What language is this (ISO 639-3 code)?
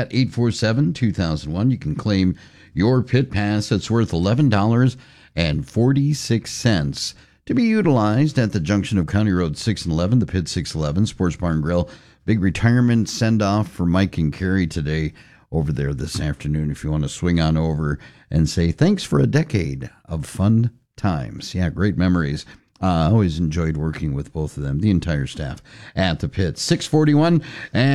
eng